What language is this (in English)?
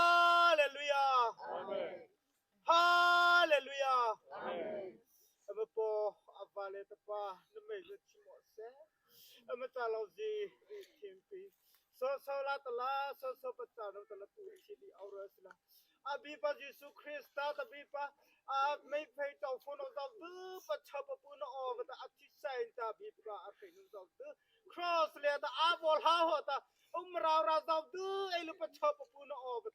Mara Chin